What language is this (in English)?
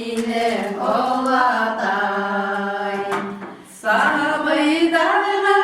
Bashkir